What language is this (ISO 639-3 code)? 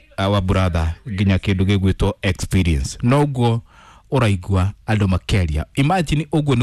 kik